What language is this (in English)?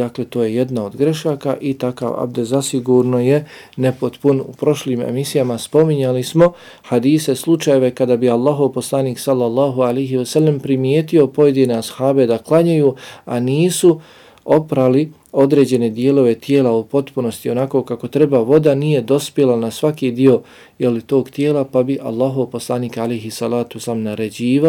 Bosnian